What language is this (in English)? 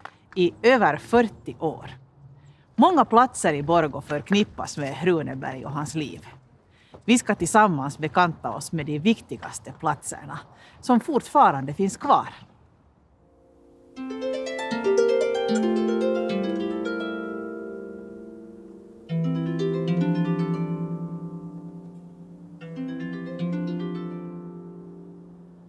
Swedish